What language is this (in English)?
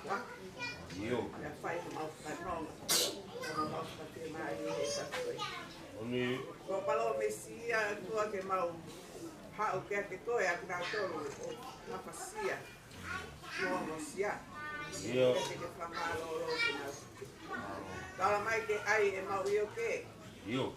Tongan